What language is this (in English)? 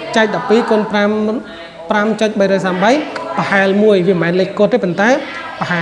Khmer